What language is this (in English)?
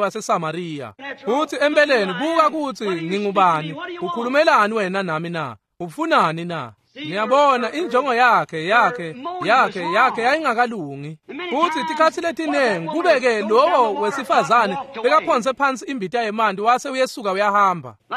Swati